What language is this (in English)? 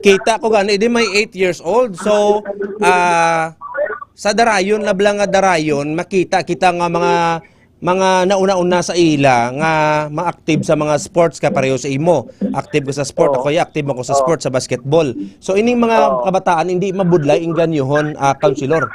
Hiligaynon